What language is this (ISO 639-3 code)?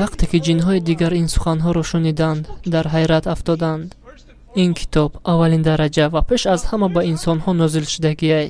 tgk